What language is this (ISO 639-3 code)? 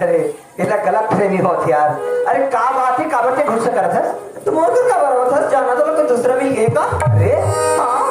hne